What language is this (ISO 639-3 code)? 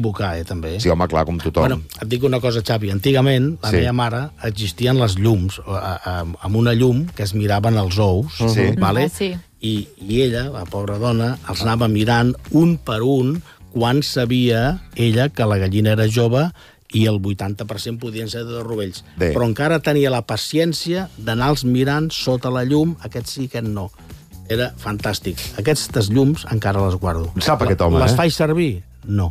cat